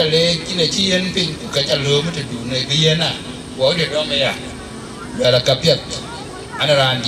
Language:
Dinka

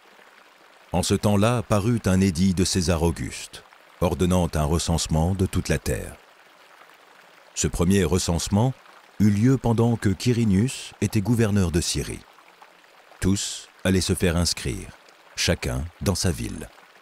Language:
French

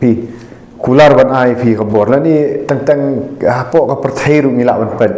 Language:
Khasi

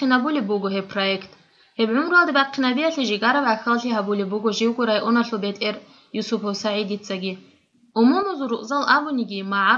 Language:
Avaric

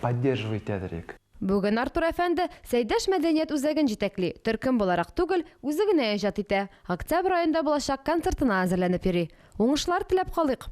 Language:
Tatar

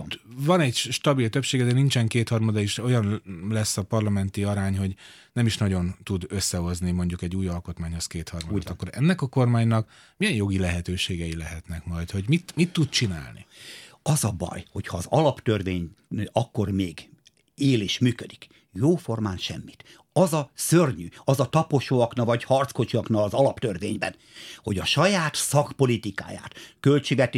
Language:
Hungarian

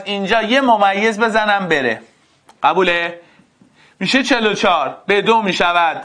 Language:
Persian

